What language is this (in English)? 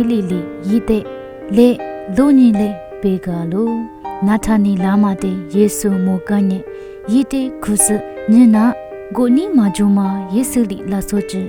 Lisu